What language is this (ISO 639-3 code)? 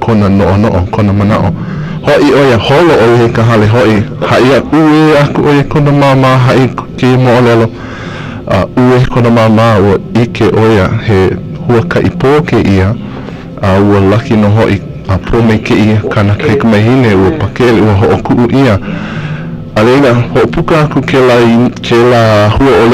haw